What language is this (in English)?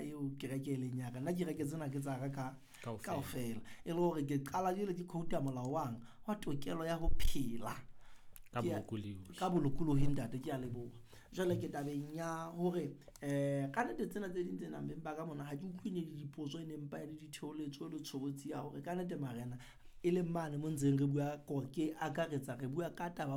Southern Sotho